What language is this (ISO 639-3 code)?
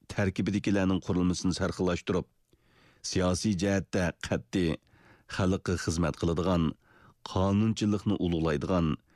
uig